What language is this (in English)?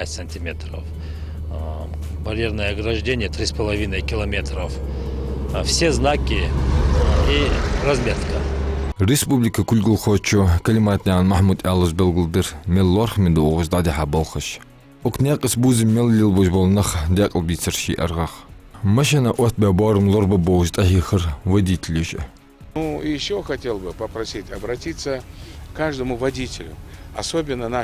Ingush